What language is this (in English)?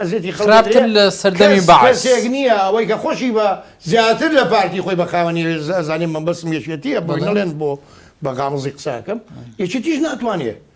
Central Kurdish